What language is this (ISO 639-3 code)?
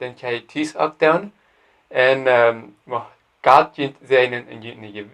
pdt